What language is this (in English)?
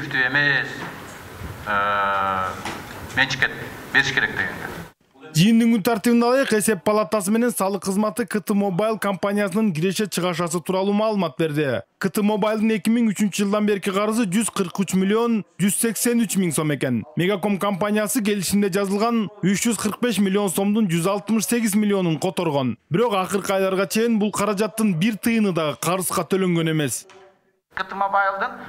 Kyrgyz